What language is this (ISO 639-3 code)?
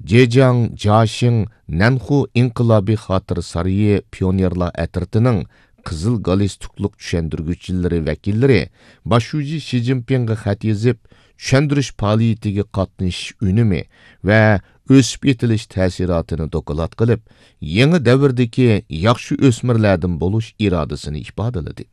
uig